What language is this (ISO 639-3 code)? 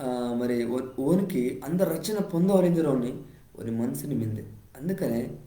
kff